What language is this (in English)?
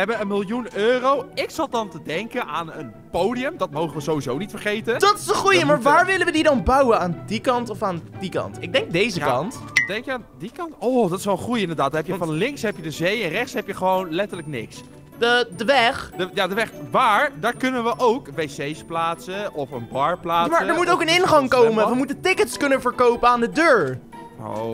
Dutch